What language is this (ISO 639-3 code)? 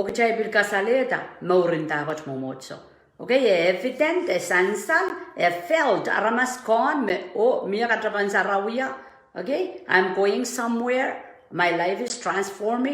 pon